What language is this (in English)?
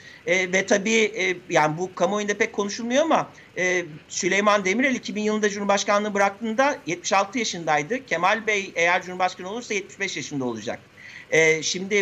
Turkish